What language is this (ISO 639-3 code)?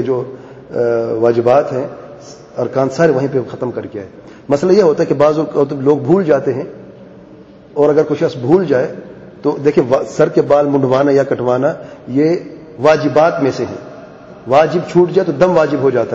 urd